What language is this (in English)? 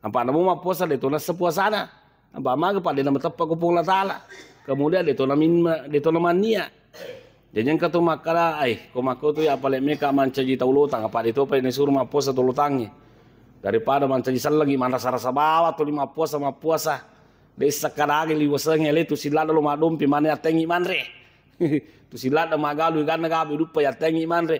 Buginese